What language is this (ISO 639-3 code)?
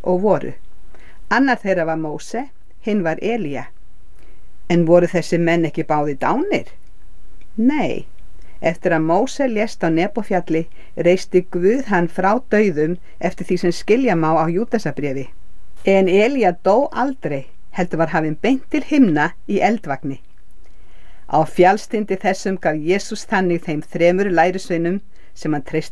isl